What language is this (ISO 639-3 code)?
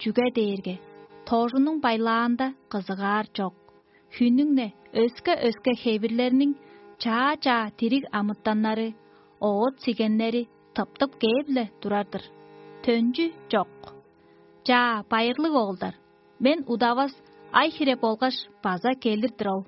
tyv